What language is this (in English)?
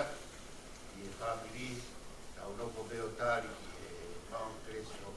Tongan